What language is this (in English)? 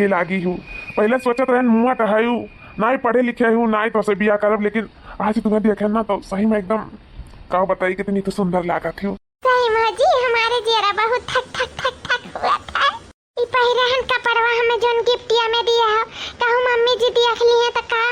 Awadhi